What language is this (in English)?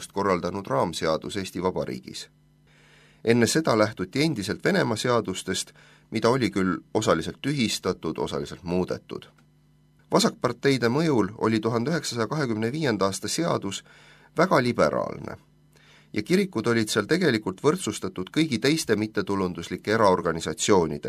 Estonian